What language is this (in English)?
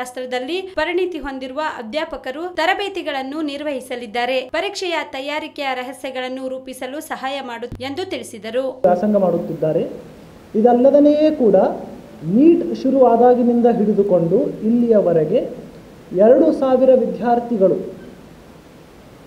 Kannada